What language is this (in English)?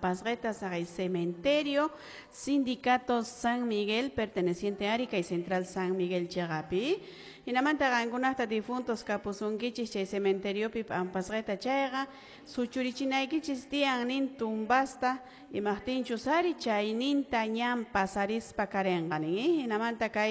Quechua